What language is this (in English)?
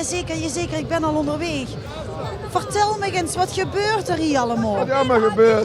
Limburgish